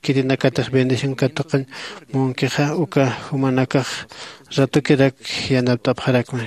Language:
Aymara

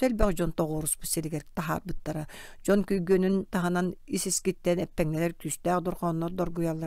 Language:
Yakut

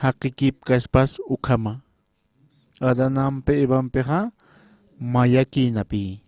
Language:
Aymara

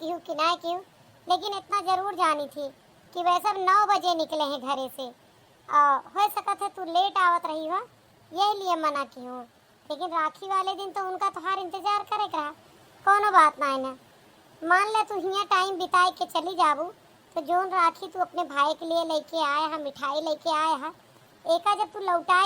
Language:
Awadhi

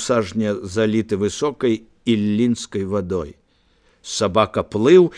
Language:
Belarusian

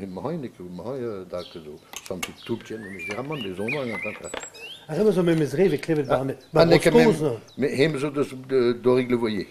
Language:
Breton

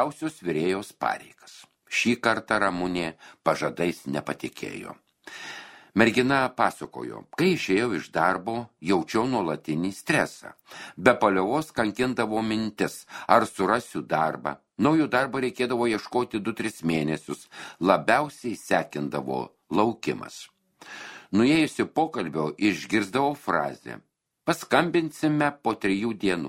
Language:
Lithuanian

